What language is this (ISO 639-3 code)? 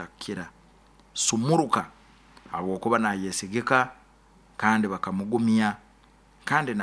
nyo